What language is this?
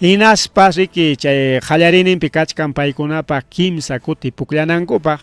Ayacucho Quechua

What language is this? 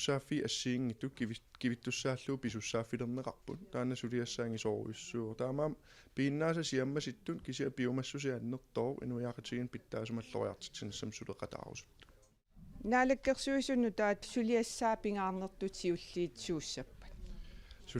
Kalaallisut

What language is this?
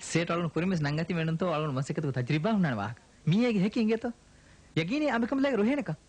Divehi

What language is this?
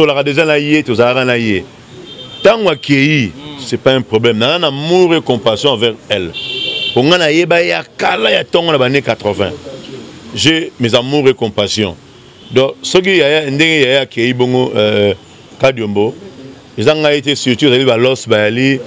Lingala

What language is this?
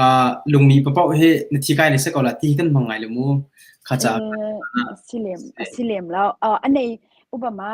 Hakha Chin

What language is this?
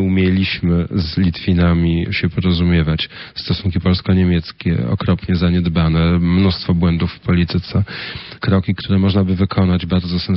Polish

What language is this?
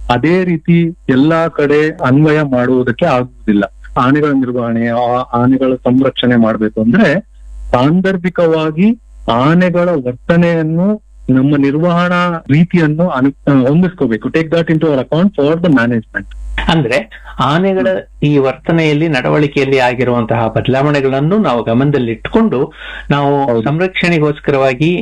Kannada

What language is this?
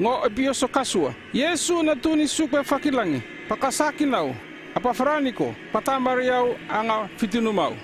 North Efate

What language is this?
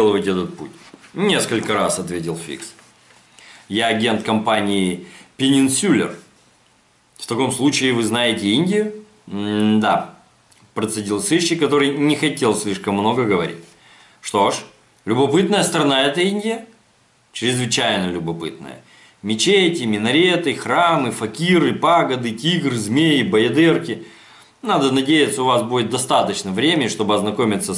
Russian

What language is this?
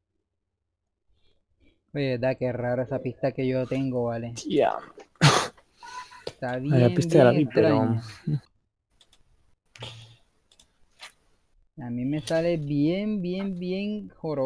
Spanish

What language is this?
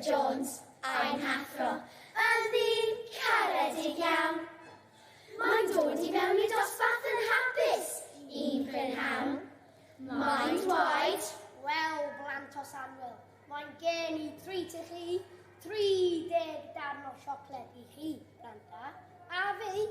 Welsh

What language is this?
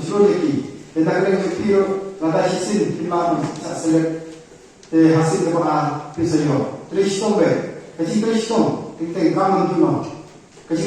Khasi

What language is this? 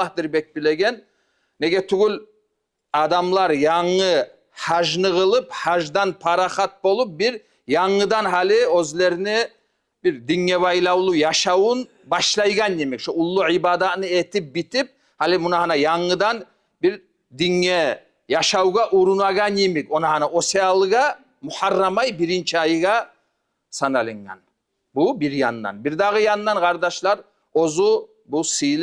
Kumyk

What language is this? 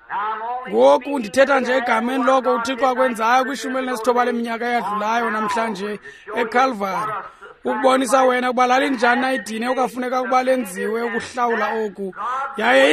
Xhosa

